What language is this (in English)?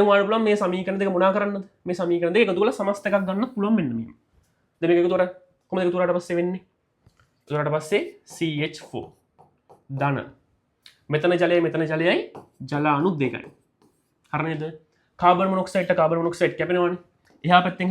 Sinhala